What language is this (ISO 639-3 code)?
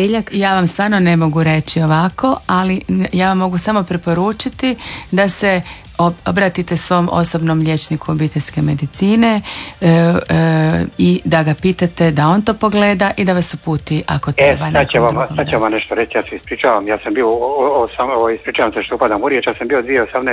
hrv